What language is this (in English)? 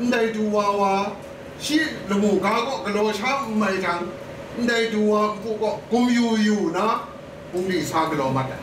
Kachin